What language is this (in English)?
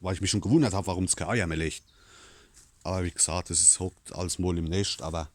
Palatine German